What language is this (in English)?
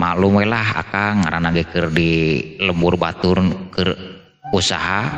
Sundanese